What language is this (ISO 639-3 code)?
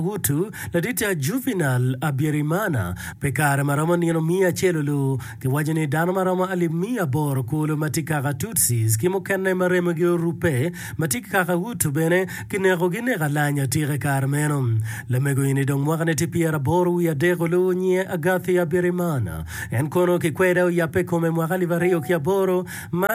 ach